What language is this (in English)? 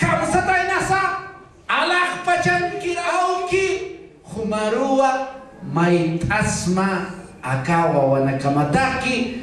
Aymara